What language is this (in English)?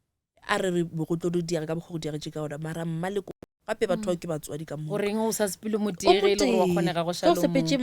Northern Sotho